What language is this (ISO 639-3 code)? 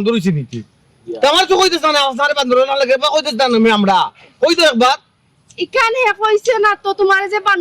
syl